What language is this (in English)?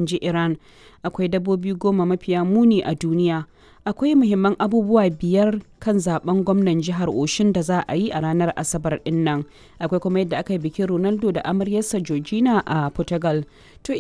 Hausa